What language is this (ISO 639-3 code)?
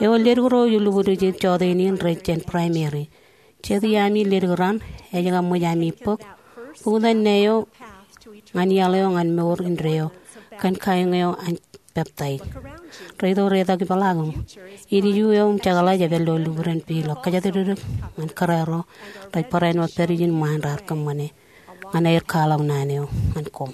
mah